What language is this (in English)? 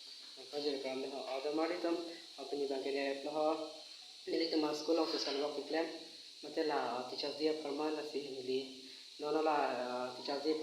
Karbi